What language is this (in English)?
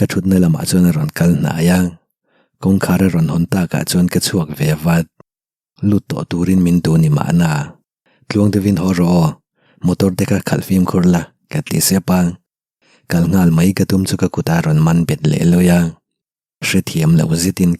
Mizo